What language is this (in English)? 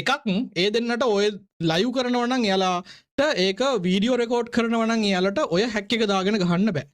Sinhala